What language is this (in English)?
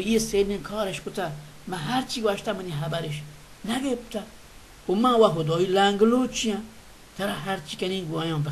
Baluchi